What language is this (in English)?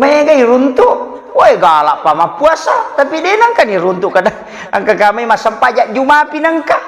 Buginese